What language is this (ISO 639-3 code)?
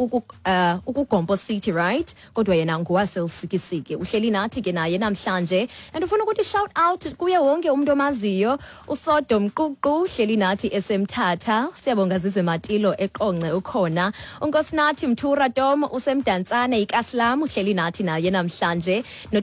xho